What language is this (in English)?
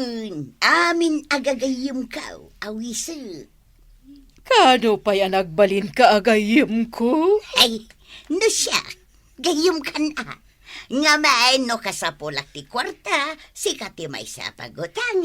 Iloko